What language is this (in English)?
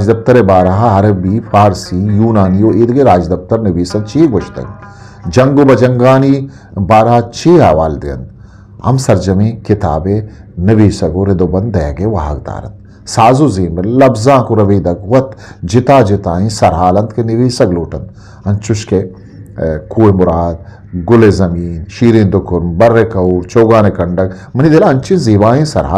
Eastern Balochi